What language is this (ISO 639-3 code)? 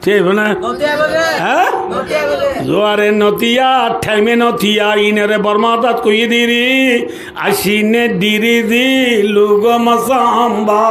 rhg